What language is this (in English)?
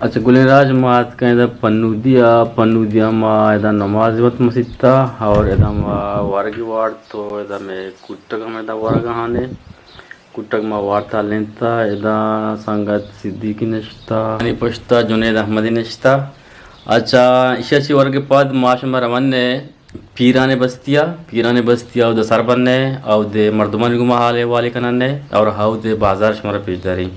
Eastern Balochi